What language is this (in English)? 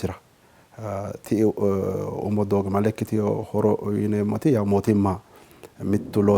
Sidamo